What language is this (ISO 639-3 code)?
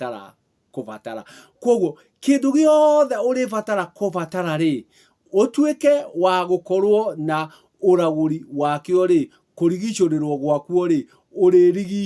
kik